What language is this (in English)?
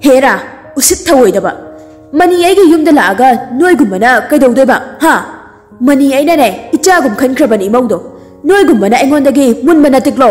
Manipuri